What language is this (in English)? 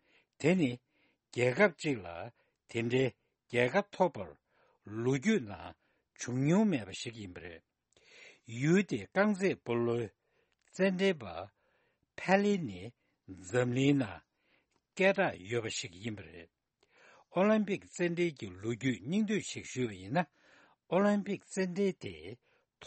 Tibetan